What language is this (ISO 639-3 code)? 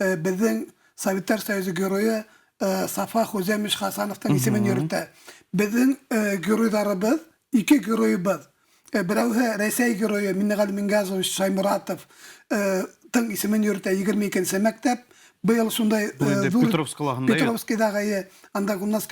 bak